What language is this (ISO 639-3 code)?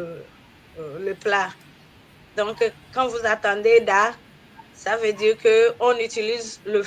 ewe